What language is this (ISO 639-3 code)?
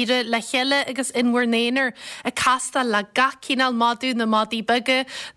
gle